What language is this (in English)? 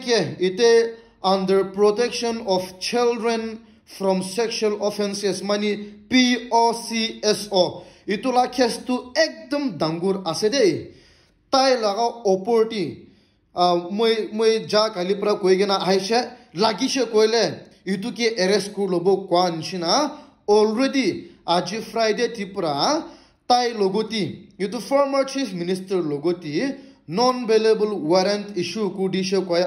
Naga Pidgin